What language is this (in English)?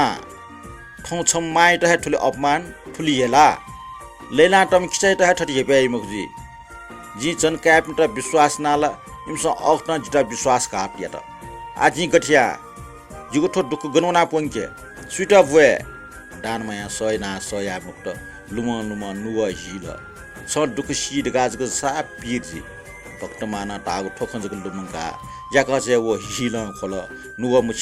Newari